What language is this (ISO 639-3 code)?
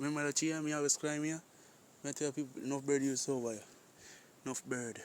jam